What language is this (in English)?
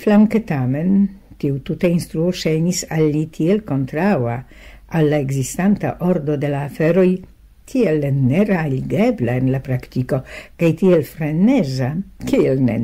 Esperanto